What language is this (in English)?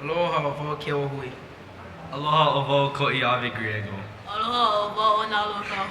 Hawaiian